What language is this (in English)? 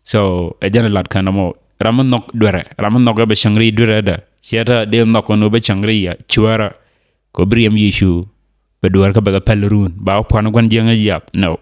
Nuer